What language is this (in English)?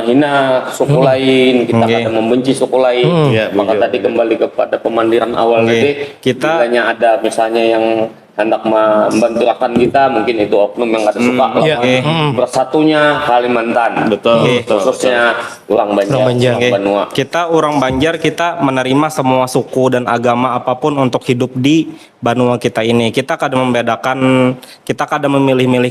Banjar